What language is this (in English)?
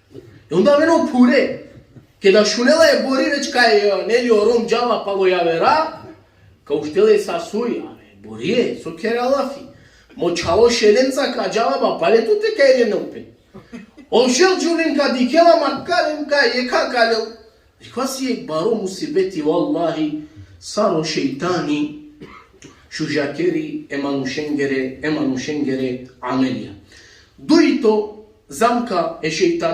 Balkan Romani